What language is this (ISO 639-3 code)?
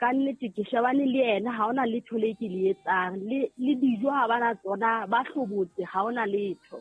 sot